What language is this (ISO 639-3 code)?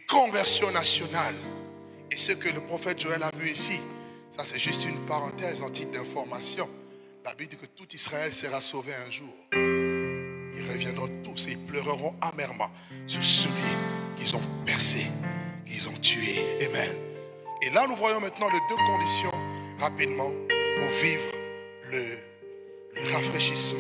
fra